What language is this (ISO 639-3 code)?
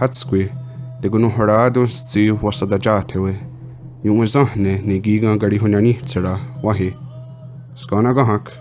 moh